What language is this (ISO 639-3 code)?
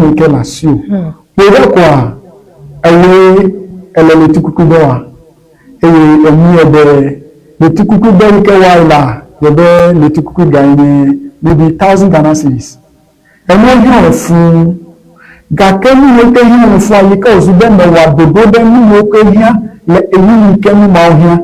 ewe